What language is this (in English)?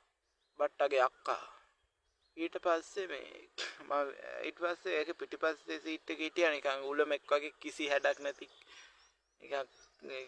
Sinhala